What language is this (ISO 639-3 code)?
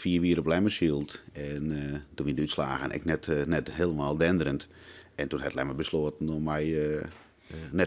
fry